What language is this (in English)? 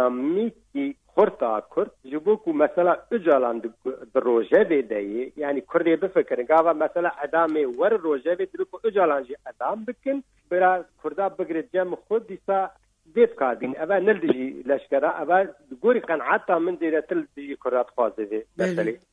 Kurdish